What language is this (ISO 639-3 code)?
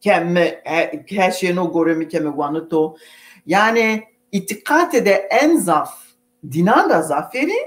zza